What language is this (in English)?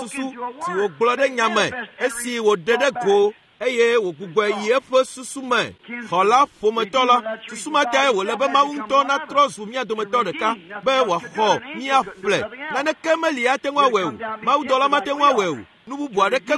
Ewe